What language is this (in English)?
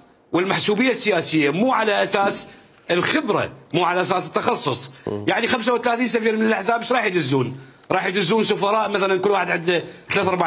Mesopotamian Arabic